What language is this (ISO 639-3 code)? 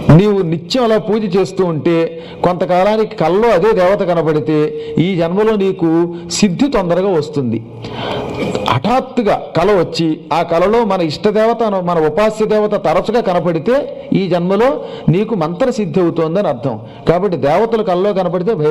tel